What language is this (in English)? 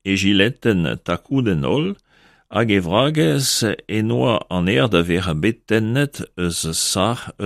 Breton